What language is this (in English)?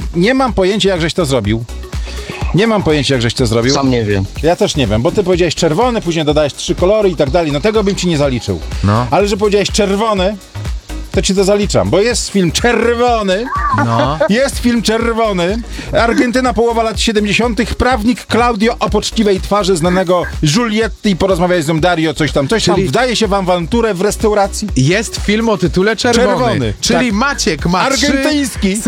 Polish